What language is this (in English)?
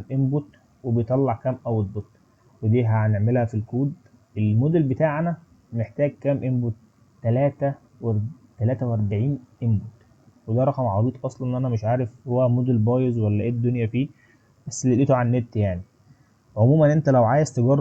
Egyptian Arabic